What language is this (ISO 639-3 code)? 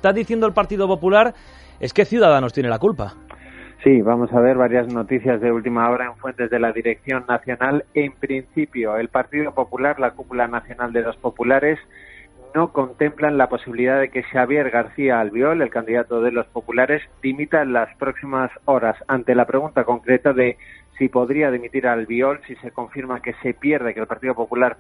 spa